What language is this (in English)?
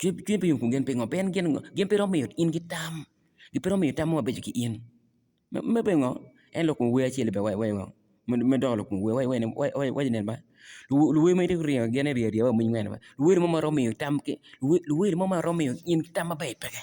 Acoli